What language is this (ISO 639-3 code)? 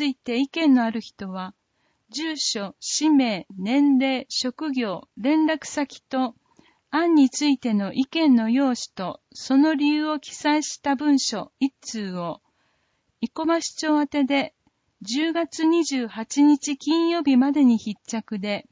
jpn